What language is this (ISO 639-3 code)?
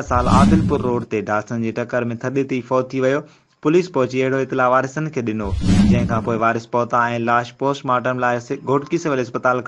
snd